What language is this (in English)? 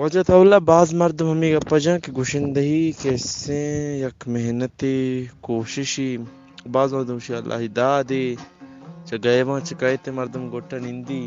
Eastern Balochi